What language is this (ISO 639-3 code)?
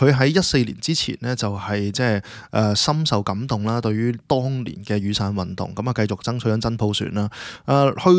yue